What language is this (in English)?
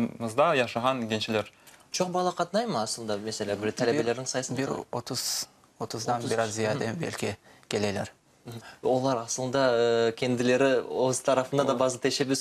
Crimean Tatar